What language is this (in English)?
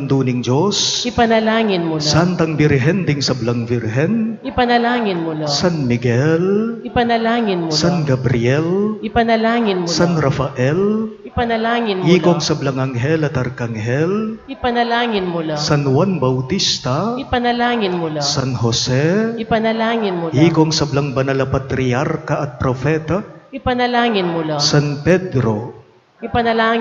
Pampanga